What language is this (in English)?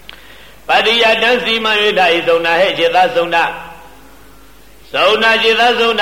Burmese